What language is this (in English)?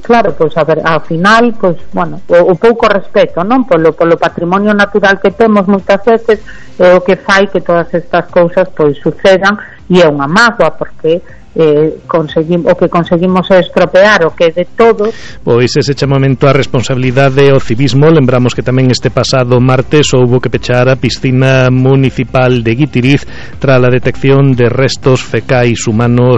Galician